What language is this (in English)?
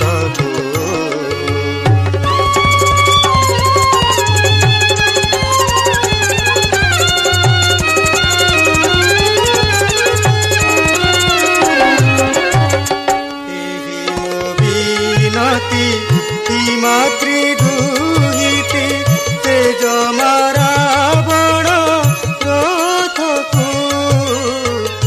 Odia